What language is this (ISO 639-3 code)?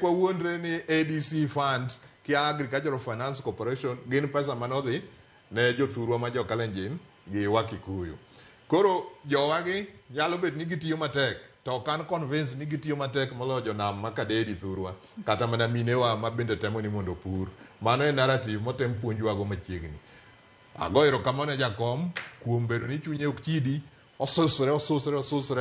luo